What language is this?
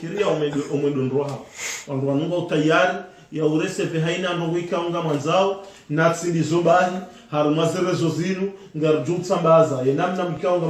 Ngazidja Comorian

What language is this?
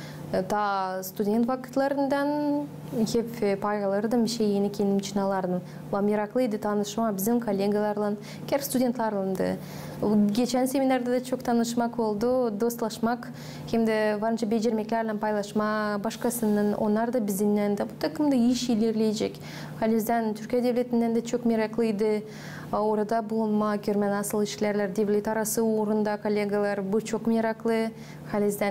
Gagauz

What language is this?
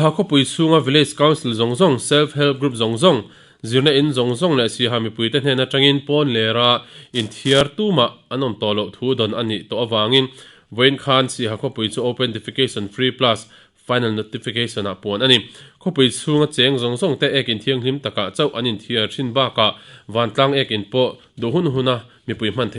Mizo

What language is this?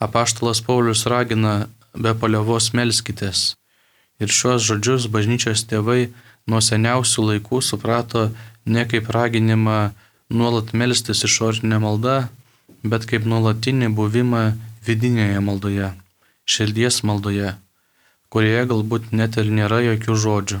Lithuanian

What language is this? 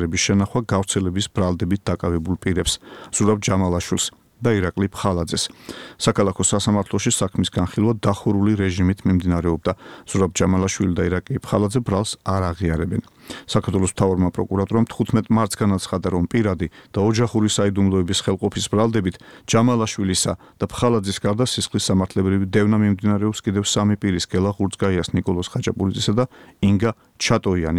Georgian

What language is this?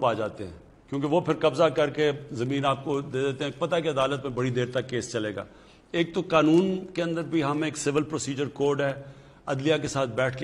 Urdu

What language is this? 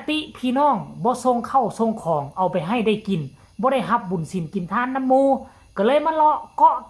Northeastern Thai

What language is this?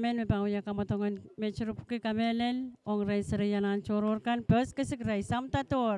Pohnpeian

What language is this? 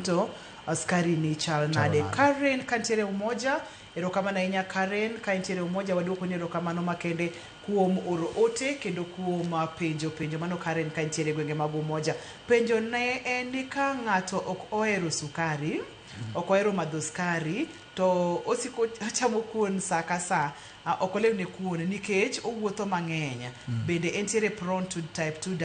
Luo (Kenya and Tanzania)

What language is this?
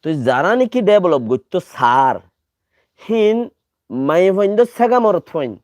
Rohingya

